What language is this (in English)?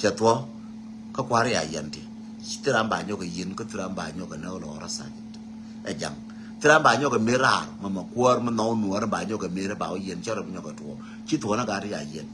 Nuer